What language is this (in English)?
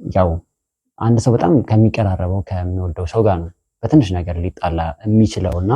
Amharic